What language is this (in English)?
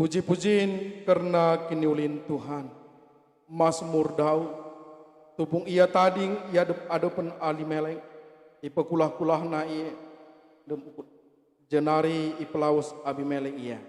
Batak Karo